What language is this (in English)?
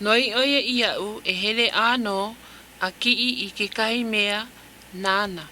Hawaiian